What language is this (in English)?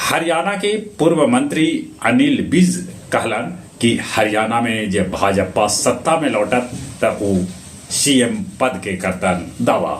Magahi